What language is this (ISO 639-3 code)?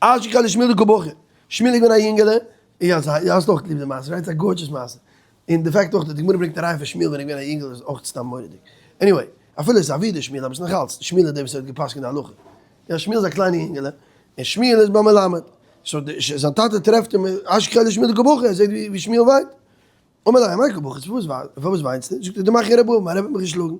yid